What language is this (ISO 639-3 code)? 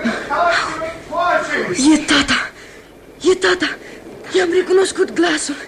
ron